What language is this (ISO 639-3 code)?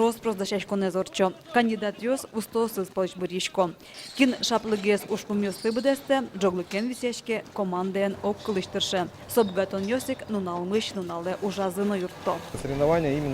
udm